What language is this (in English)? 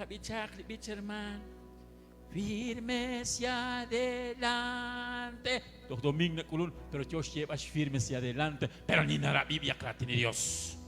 Kekchí